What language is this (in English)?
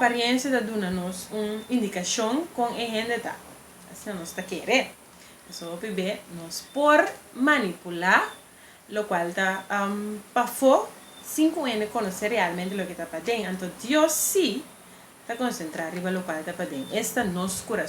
Papiamento